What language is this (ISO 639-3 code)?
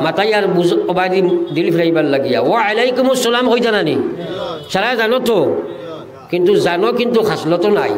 syl